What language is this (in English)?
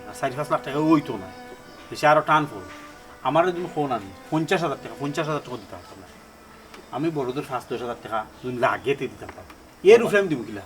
Sylheti